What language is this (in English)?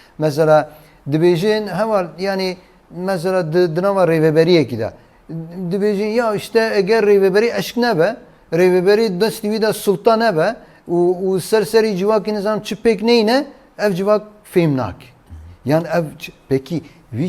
Kurdish